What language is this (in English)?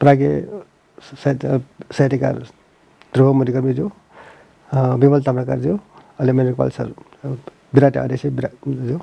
Newari